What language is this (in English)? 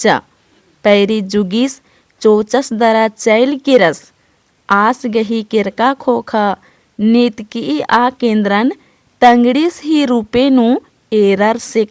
Kurukh